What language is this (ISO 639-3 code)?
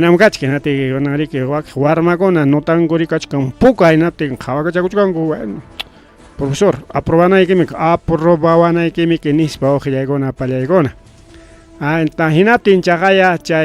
quy